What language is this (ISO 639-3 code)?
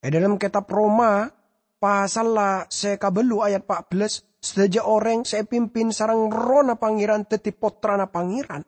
mad